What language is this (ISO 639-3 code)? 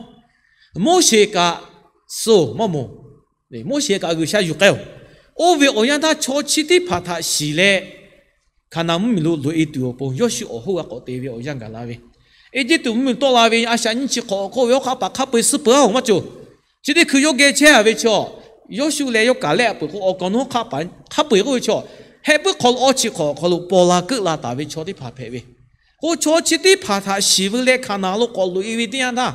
lhu